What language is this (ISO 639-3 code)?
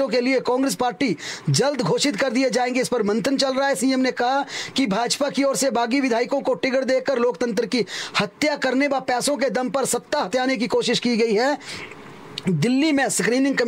hin